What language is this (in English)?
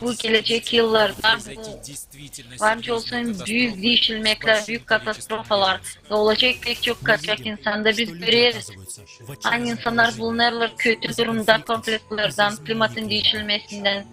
Gagauz